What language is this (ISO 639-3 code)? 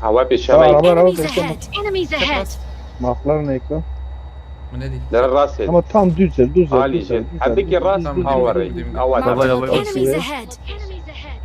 kur